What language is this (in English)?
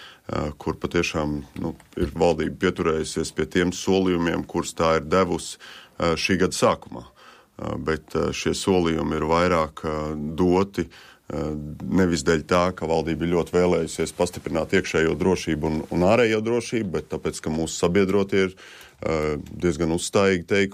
Latvian